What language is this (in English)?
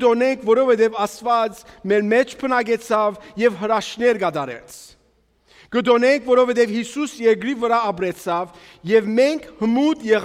Armenian